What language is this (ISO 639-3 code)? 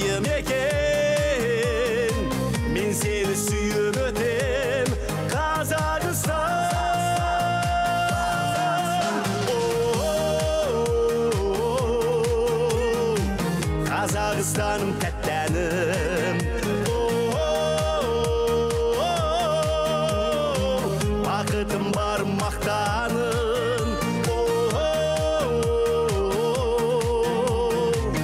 kaz